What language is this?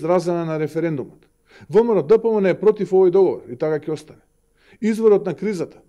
Macedonian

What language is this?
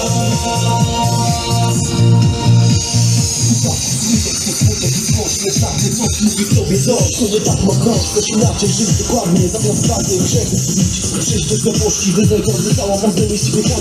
Polish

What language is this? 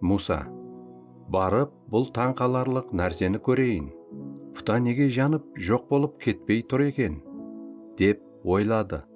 Kara-Kalpak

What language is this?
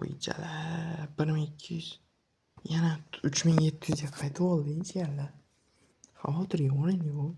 Uzbek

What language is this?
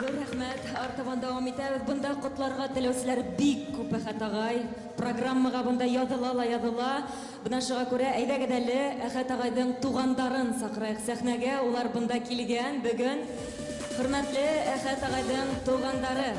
Bashkir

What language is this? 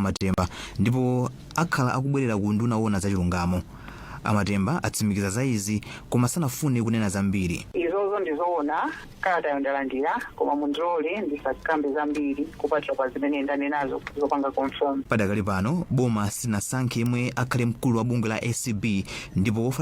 Nyanja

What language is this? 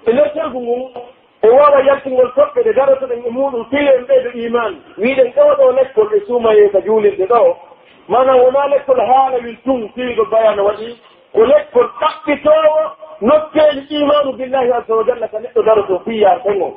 Pular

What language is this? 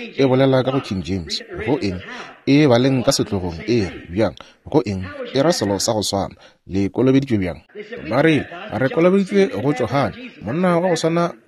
Northern Sotho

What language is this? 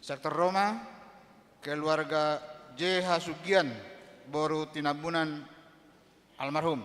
Batak Toba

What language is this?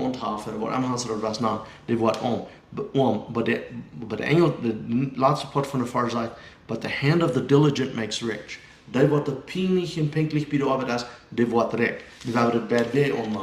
Plautdietsch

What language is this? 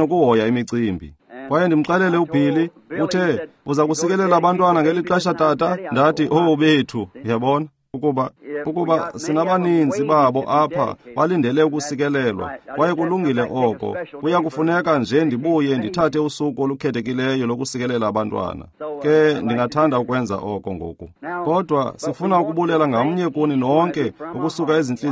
Xhosa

